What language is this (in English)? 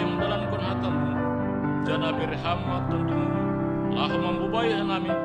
Batak Simalungun